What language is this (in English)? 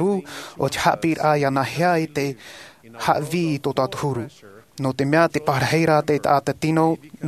Tahitian